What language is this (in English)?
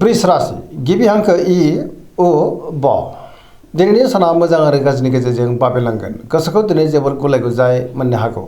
Bodo